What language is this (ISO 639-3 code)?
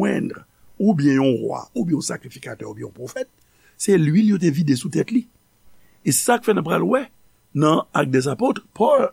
hat